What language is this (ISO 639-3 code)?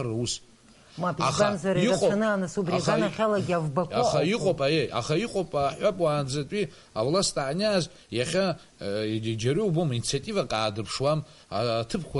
abk